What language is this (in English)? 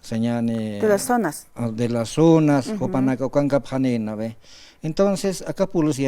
Aymara